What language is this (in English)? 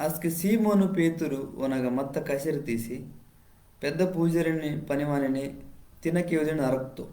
Koya